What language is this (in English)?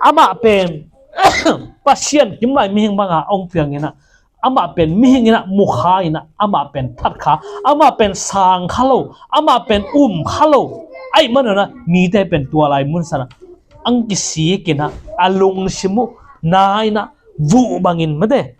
Tedim Chin